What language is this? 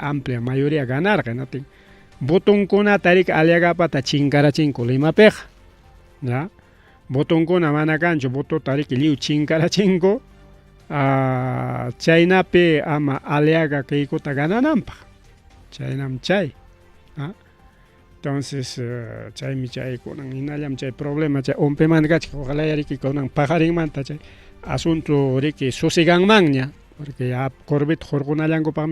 Ayacucho Quechua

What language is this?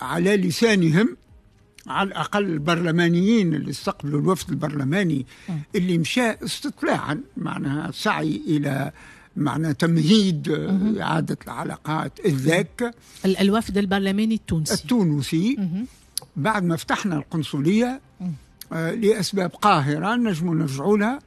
Tunisian Arabic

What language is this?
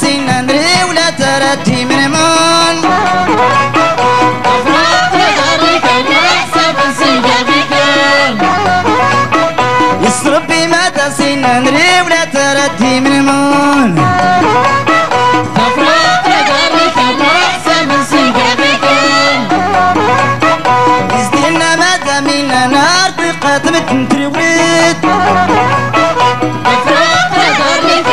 Moroccan Arabic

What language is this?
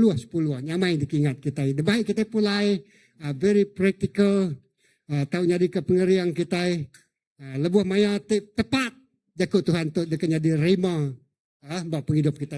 Iban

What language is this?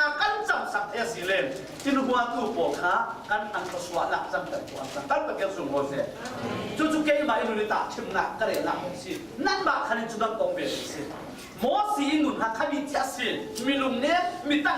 Falam Chin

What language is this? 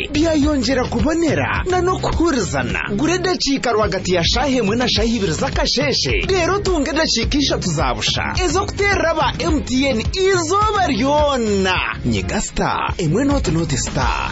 Kinyarwanda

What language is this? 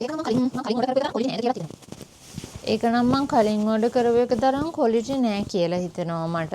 Sinhala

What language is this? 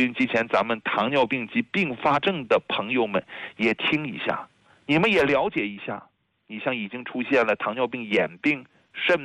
Chinese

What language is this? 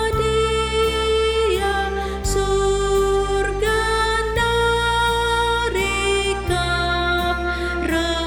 Batak Karo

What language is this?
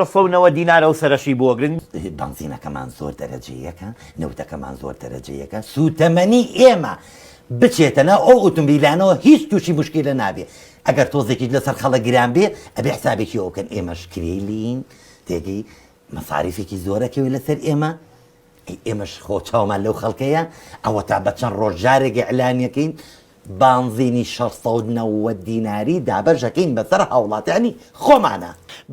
Central Kurdish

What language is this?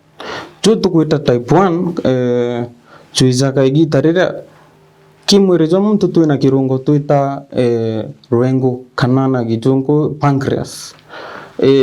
Meru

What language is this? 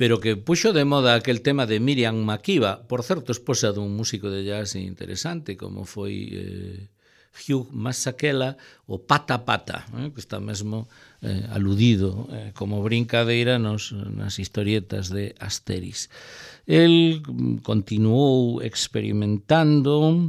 Galician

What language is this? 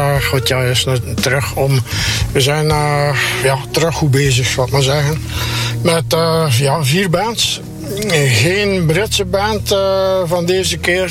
Dutch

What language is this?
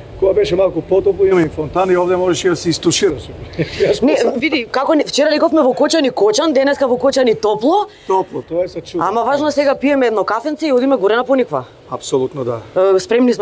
Macedonian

